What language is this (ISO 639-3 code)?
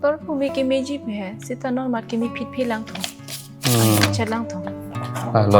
mjw